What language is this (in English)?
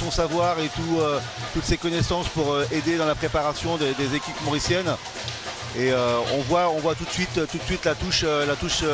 French